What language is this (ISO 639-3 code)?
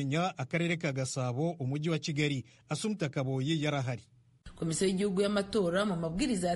kin